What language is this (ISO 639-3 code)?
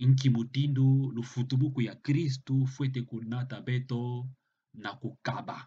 ktu